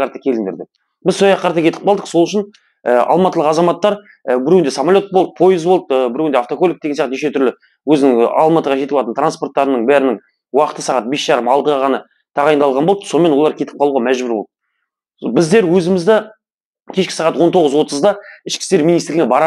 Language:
Kazakh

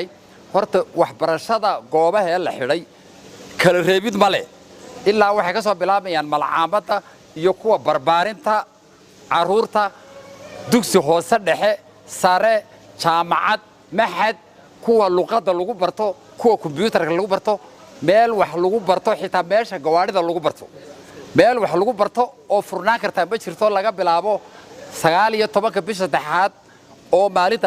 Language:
Somali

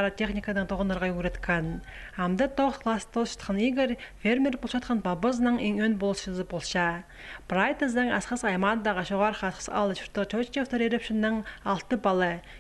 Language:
Khakas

